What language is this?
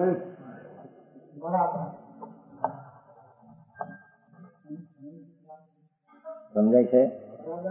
Gujarati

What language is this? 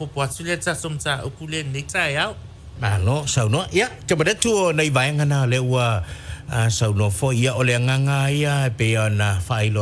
Samoan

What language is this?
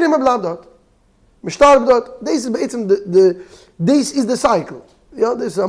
Yiddish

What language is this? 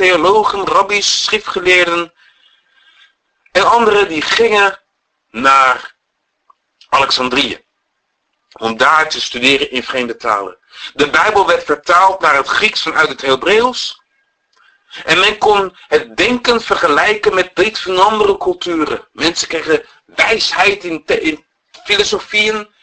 Dutch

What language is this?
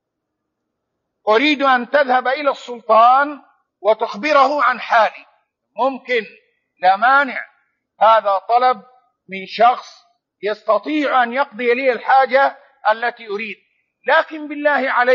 Arabic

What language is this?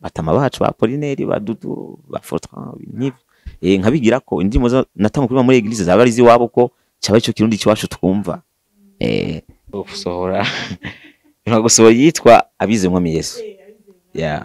Rundi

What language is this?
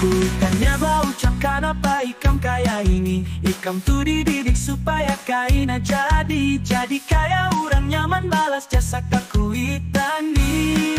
Banjar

